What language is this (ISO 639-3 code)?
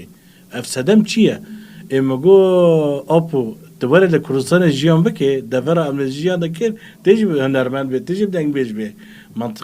kur